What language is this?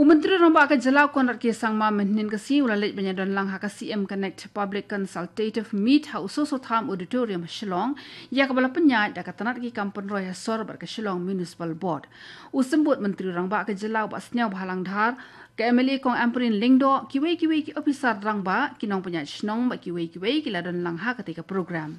Khasi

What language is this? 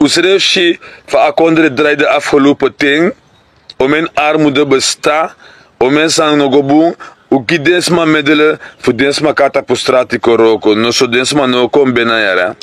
Sranan Tongo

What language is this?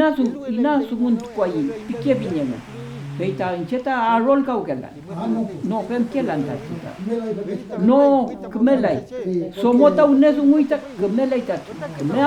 Mapuche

